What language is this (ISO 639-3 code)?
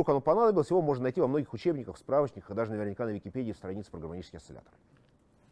rus